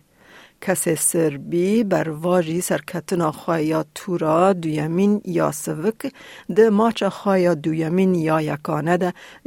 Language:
Kurdish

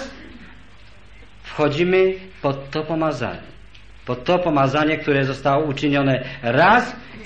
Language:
Polish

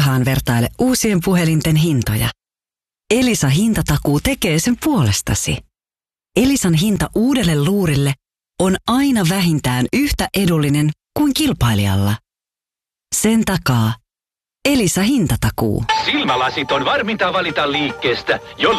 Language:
Finnish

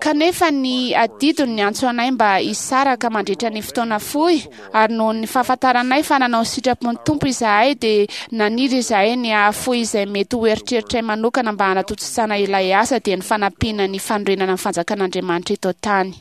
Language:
Malagasy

